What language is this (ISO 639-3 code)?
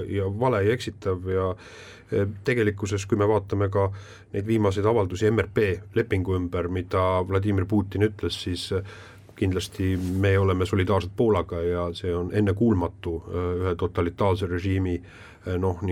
est